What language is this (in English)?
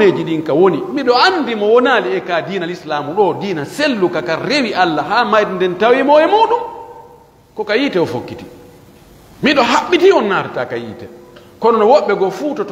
Pular